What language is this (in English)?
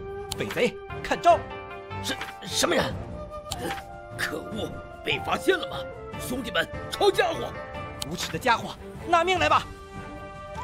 Chinese